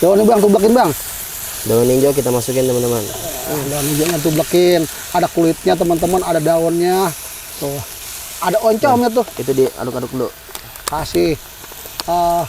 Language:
Betawi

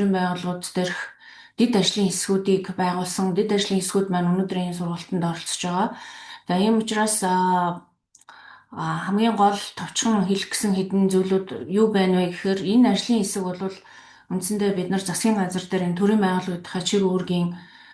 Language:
Mongolian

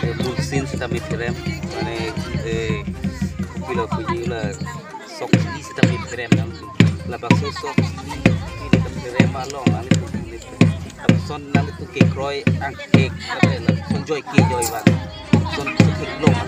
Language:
Karbi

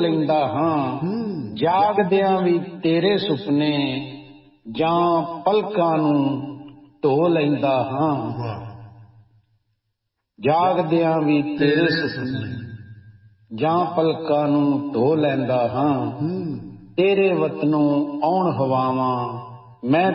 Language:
Punjabi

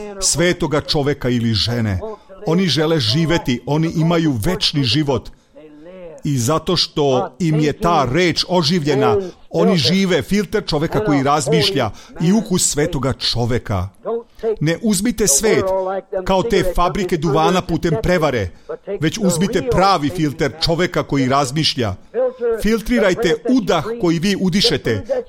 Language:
Serbian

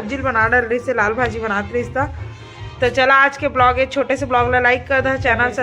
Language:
Chhattisgarhi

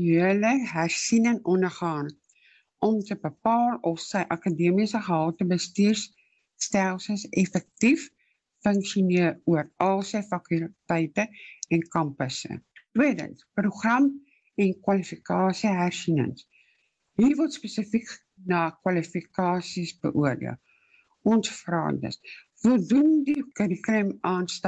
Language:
Afrikaans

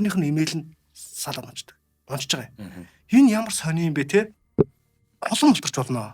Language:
Mongolian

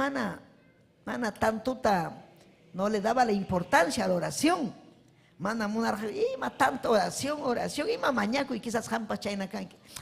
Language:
Ayacucho Quechua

